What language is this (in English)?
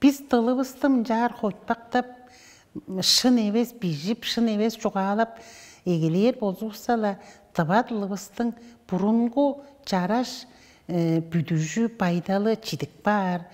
Tuvinian